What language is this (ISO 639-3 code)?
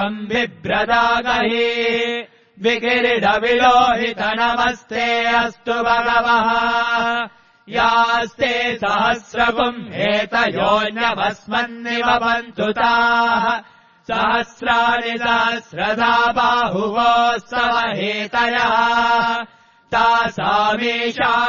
san